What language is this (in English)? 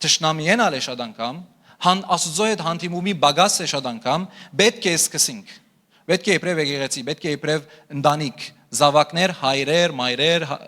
Western Armenian